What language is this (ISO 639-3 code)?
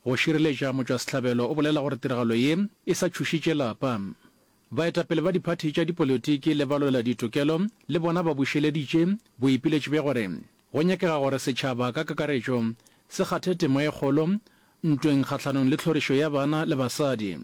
nso